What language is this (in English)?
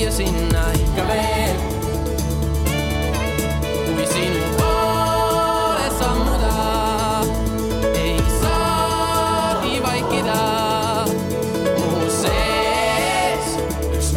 Estonian